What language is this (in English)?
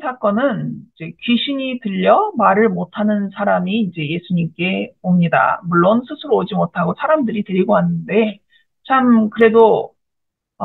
Korean